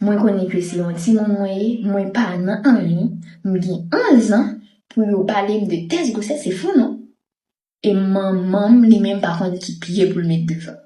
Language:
Haitian Creole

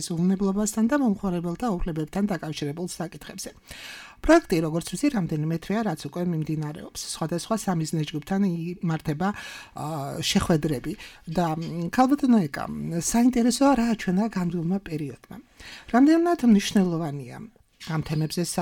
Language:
Georgian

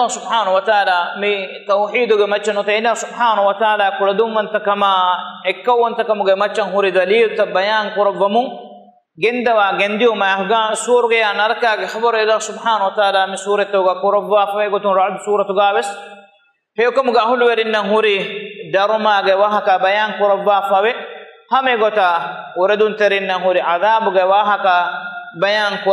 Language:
Divehi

